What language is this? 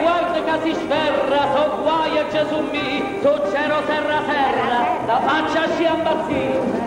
Neapolitan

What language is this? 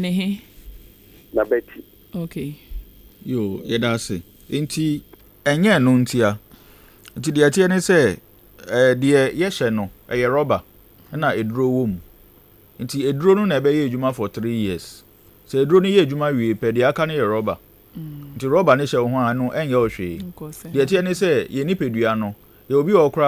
Akan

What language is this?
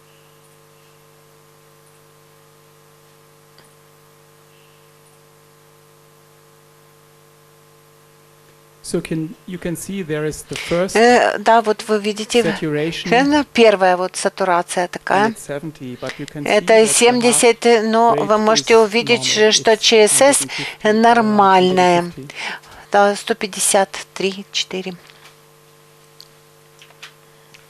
Russian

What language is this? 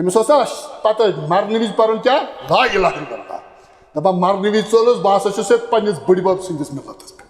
Kashmiri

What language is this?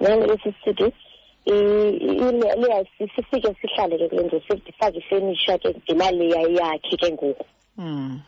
Xhosa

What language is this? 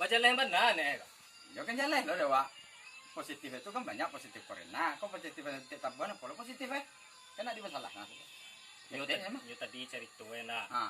Minangkabau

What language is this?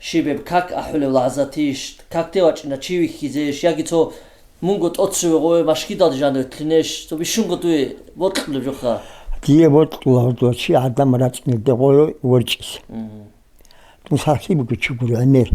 Avaric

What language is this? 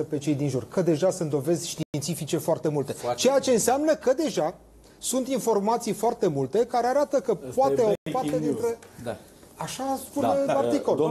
Romanian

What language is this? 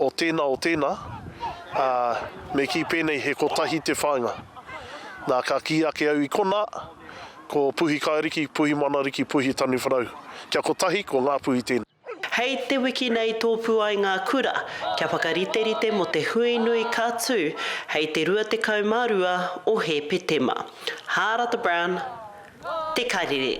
Māori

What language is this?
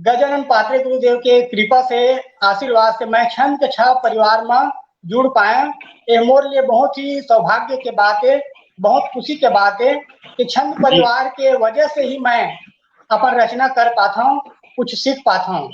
Chhattisgarhi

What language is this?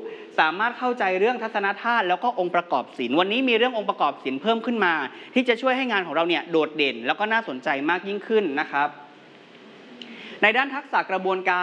Thai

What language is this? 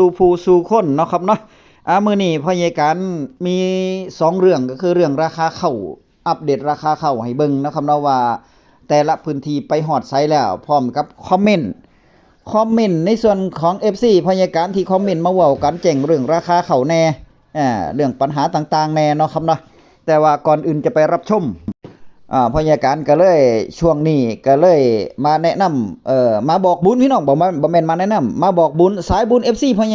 Northeastern Thai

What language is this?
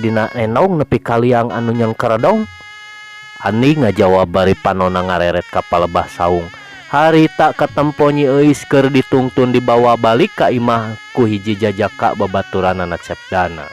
Sundanese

